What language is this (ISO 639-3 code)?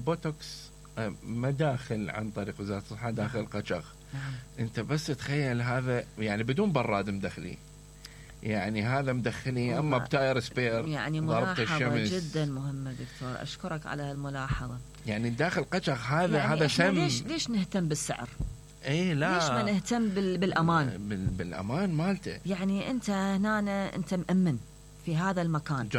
acm